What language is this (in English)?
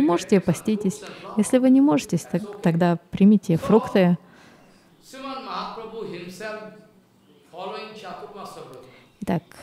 Russian